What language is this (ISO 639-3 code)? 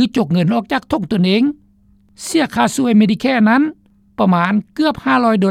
lao